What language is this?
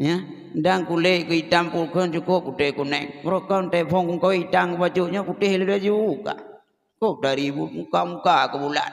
Achinese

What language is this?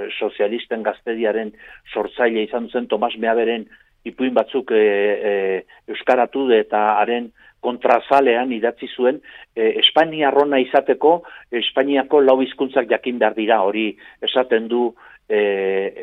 Basque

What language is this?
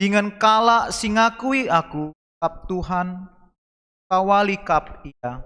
Batak Karo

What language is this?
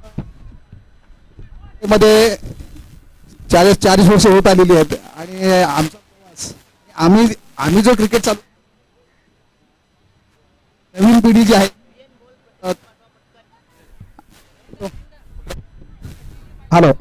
Marathi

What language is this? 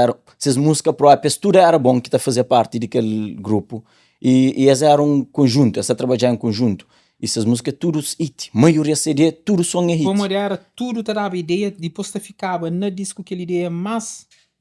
Kabuverdianu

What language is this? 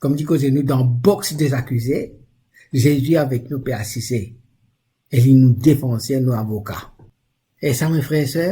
Morisyen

